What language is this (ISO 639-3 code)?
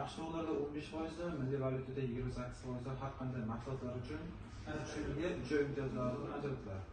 uzb